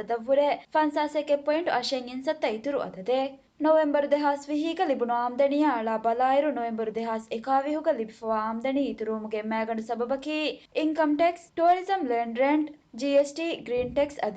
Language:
Divehi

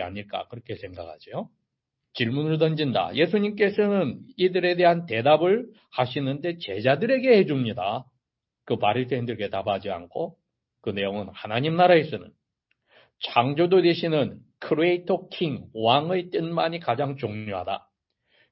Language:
Korean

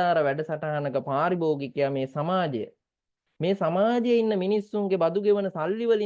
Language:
Sinhala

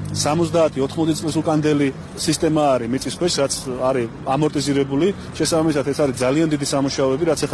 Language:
Georgian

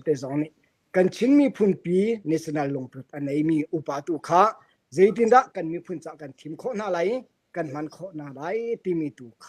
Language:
Hakha Chin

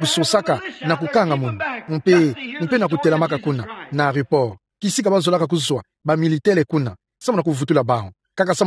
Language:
Kituba (Democratic Republic of Congo)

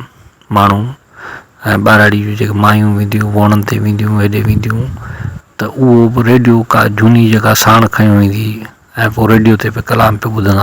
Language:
Sindhi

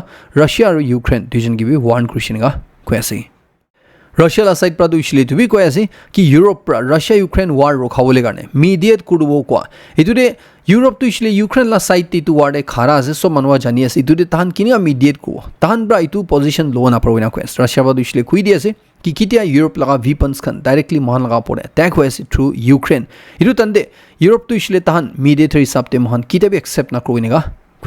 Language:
Naga Pidgin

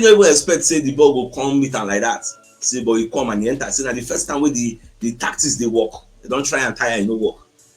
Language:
Nigerian Pidgin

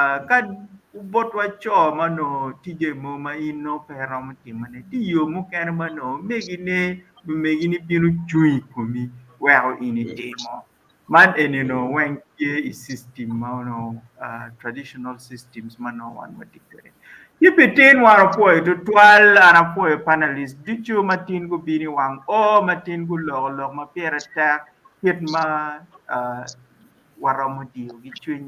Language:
Acoli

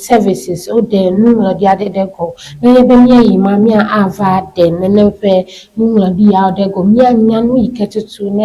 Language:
Ewe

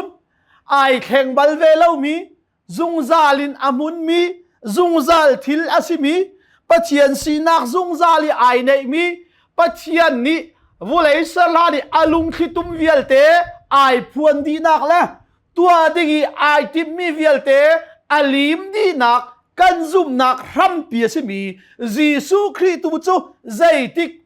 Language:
Hakha Chin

